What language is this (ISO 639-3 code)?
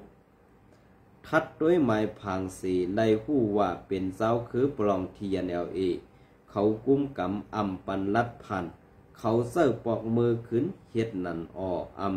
shn